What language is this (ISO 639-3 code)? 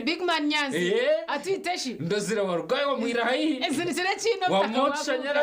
nyn